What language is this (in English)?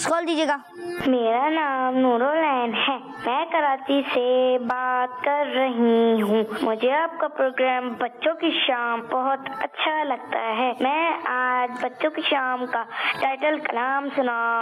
Urdu